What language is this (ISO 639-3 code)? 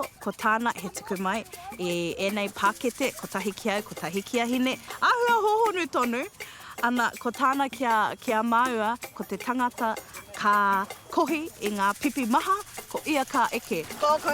mri